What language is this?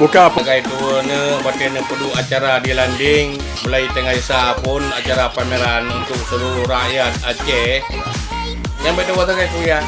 Achinese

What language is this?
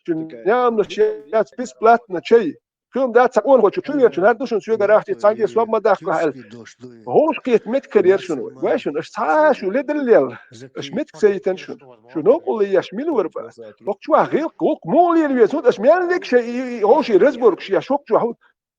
Chechen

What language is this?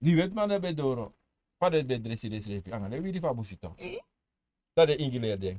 Sranan Tongo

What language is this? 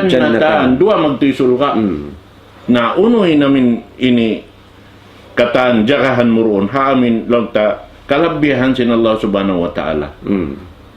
Tausug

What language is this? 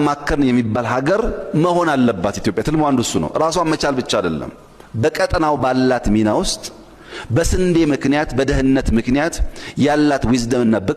Amharic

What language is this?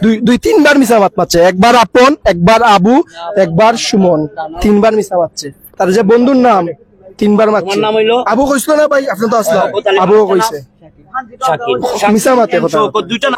Sylheti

